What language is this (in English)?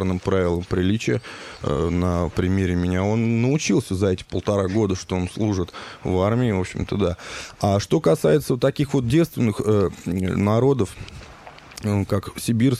Russian